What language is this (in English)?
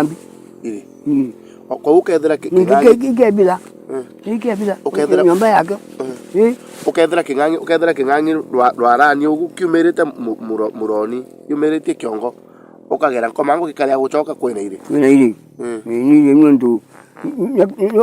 Meru